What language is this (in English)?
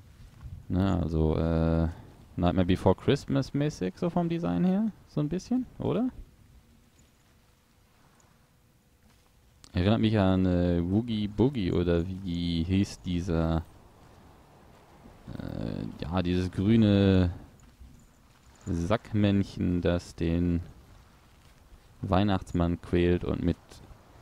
German